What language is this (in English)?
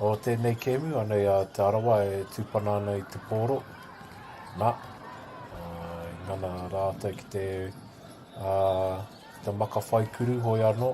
Māori